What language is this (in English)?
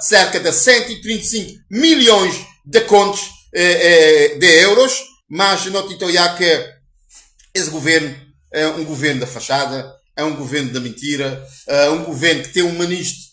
Kabuverdianu